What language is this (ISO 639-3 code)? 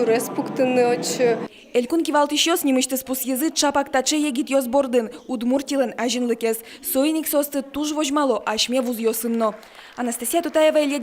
udm